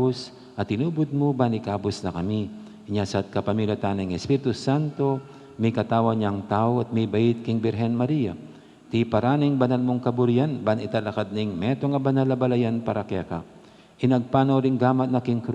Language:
Pampanga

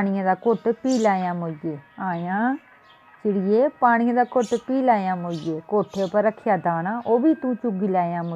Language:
Dogri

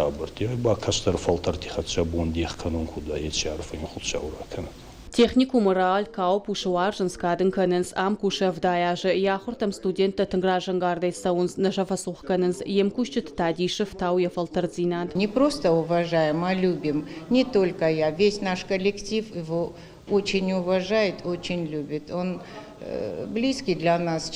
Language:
Ossetic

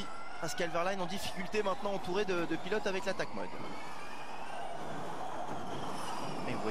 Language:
French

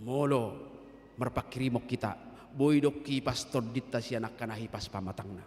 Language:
Batak Toba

